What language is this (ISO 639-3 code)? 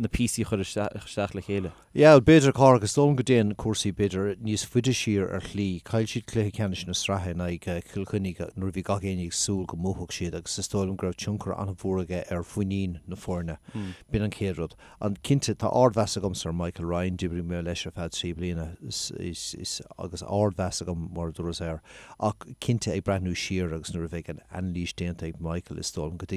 gle